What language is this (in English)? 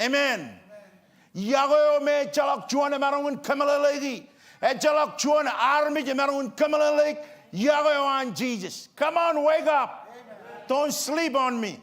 Marshallese